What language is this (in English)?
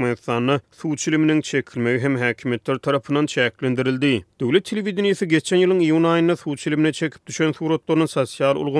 Turkmen